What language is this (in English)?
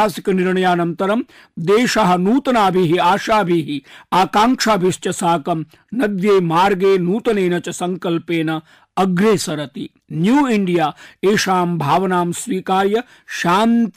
Sanskrit